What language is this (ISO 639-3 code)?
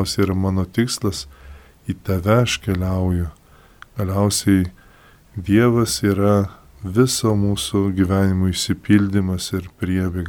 lit